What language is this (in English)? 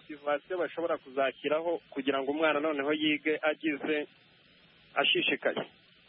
Kinyarwanda